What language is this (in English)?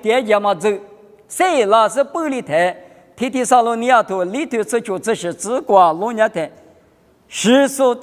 Lisu